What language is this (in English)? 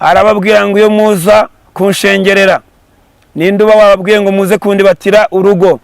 Kinyarwanda